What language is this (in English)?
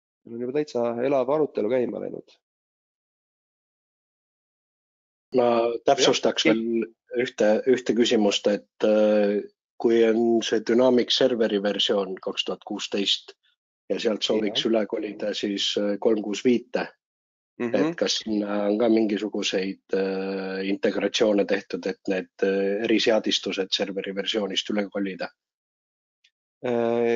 Estonian